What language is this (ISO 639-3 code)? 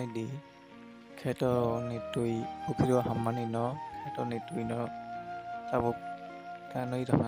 trp